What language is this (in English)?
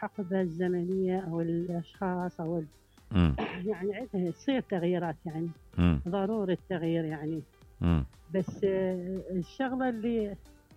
Mesopotamian Arabic